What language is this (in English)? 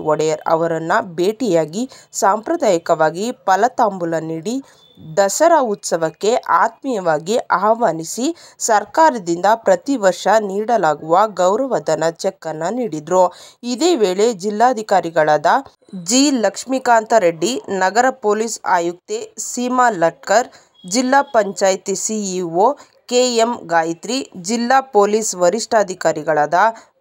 Kannada